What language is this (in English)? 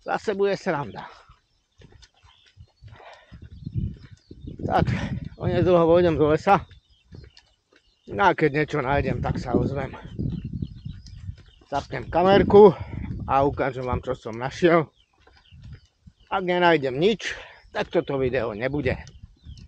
Slovak